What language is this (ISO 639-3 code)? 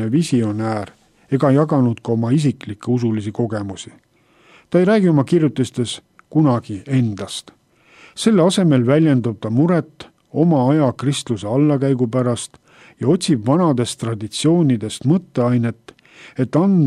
est